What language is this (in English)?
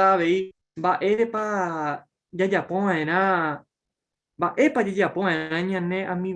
Guarani